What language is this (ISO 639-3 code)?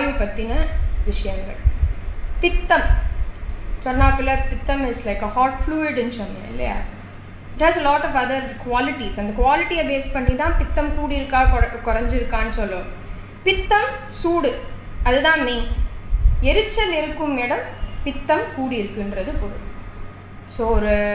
tam